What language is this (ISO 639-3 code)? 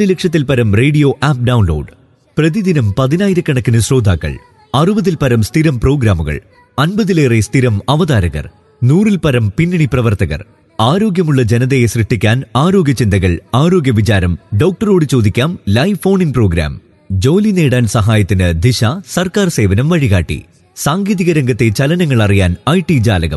mal